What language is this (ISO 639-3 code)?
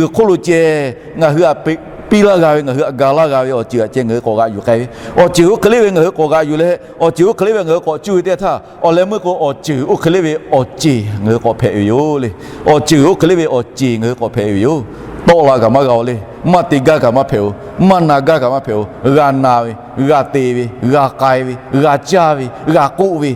lhu